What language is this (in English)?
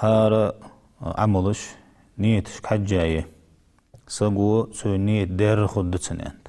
Ingush